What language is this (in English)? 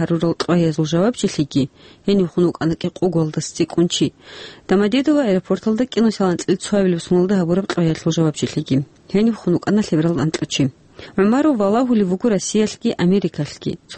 Avaric